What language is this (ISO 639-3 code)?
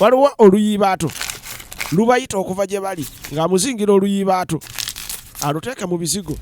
lug